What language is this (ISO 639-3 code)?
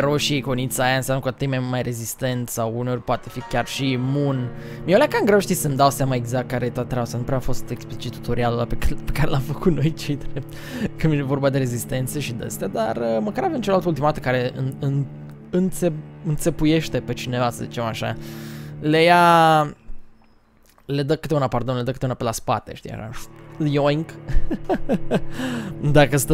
ron